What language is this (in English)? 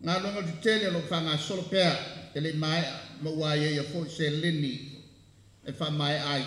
Samoan